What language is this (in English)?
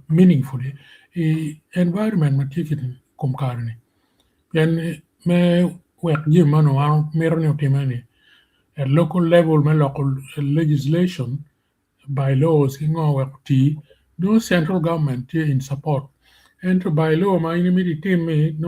Acoli